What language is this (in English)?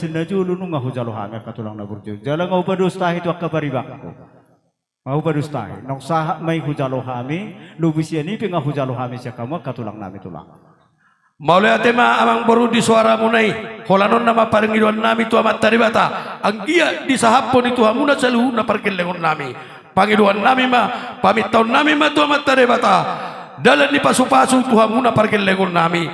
Batak Toba